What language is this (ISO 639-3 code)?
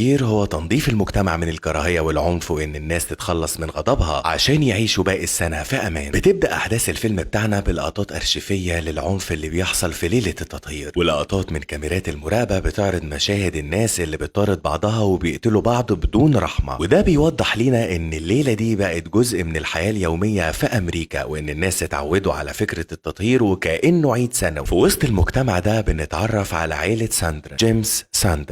arz